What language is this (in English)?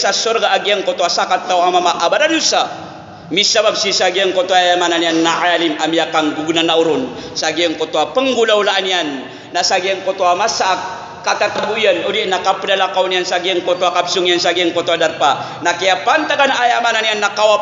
Maranao